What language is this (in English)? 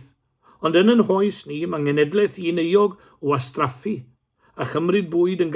Welsh